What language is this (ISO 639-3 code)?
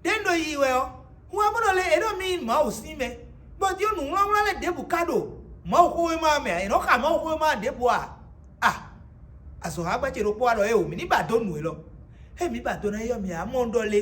fon